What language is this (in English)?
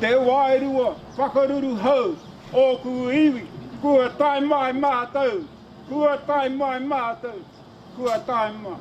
Māori